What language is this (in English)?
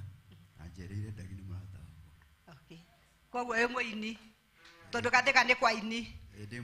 Kikuyu